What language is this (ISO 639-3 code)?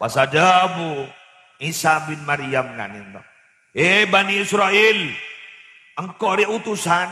mad